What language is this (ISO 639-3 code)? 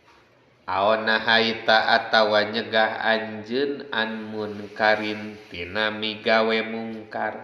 sun